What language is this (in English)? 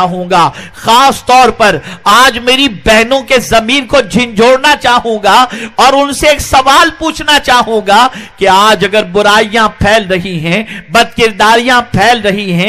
Urdu